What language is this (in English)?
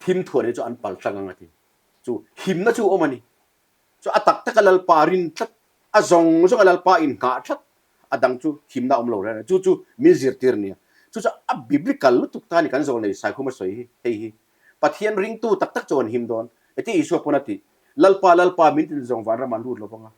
Mizo